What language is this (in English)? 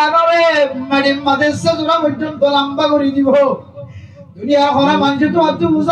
Rohingya